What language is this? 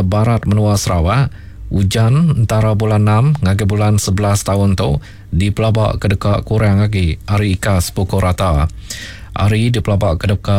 Iban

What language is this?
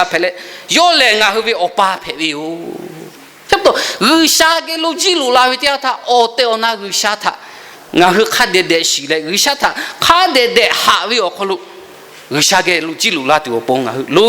Lahu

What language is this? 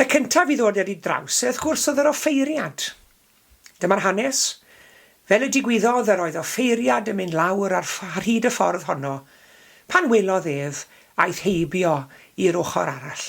Welsh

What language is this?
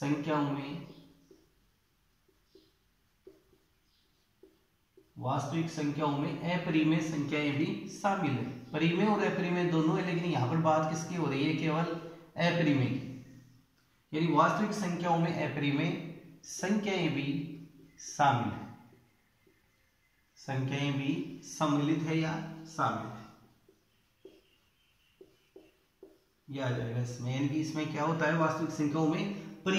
Hindi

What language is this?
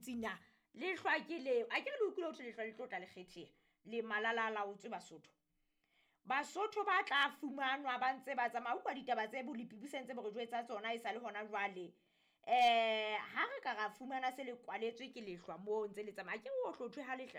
Southern Sotho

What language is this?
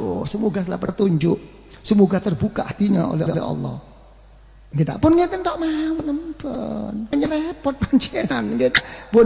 Javanese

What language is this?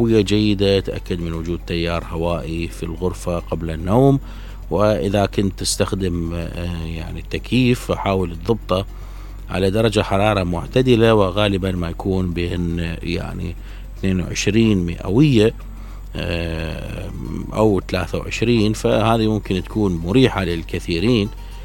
Mesopotamian Arabic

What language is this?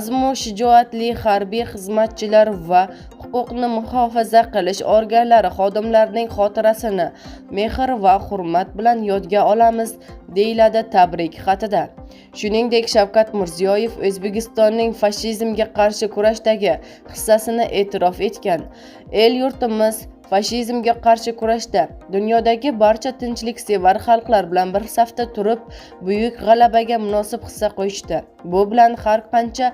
Uzbek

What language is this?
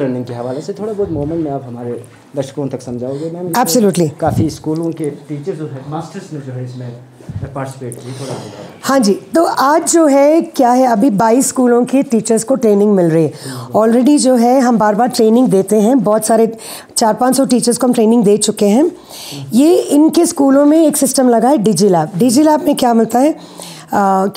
Hindi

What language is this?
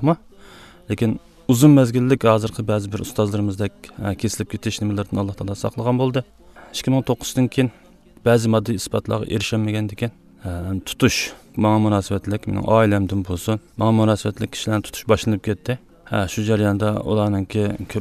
Uyghur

